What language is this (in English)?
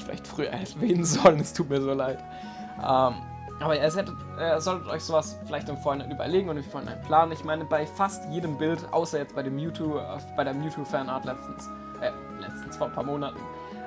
German